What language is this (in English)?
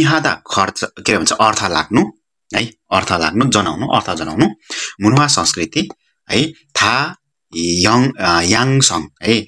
Nepali